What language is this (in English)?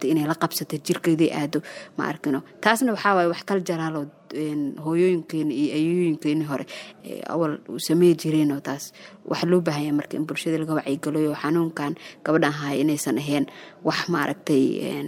Somali